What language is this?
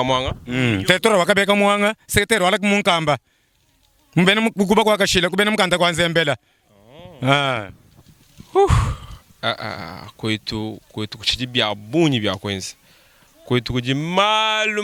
Luba-Lulua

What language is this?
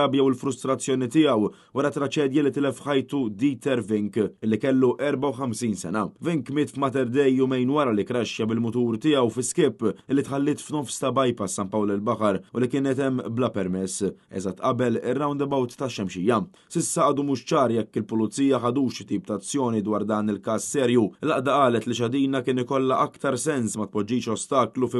Maltese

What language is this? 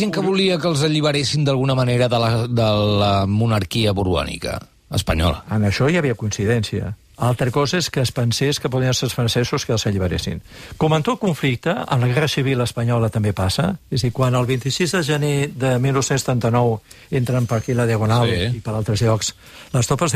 Catalan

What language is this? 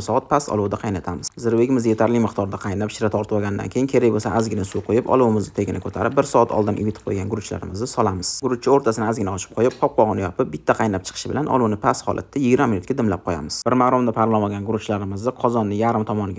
Uzbek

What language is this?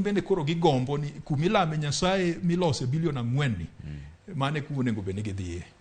Luo (Kenya and Tanzania)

